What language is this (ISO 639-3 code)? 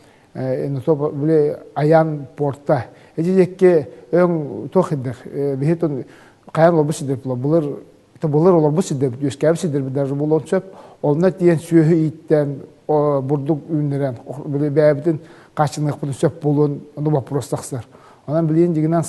sah